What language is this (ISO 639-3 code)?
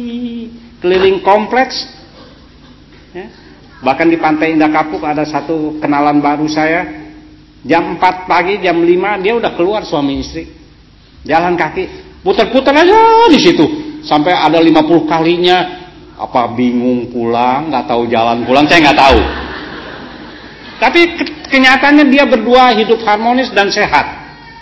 ind